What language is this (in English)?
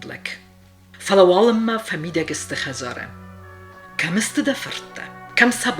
Ossetic